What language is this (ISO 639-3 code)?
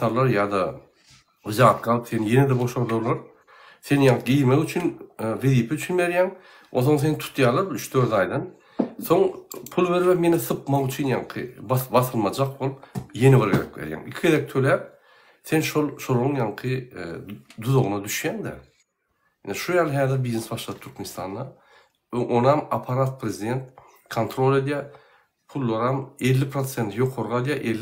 tuk